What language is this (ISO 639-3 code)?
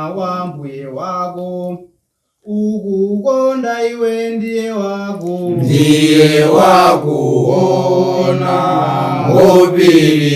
nya